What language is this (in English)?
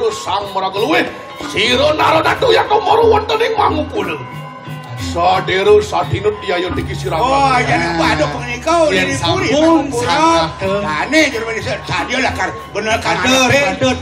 Balinese